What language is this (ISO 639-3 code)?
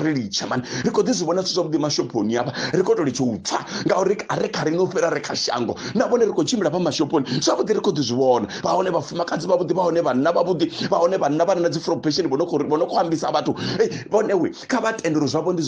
ven